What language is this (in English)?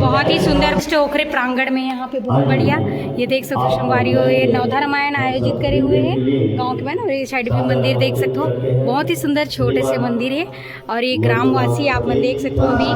Chhattisgarhi